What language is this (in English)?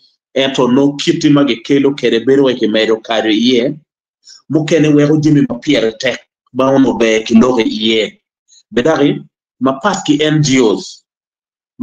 Acoli